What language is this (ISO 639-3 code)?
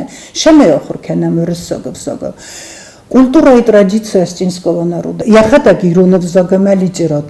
oss